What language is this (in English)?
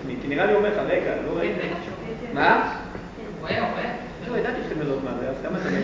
Hebrew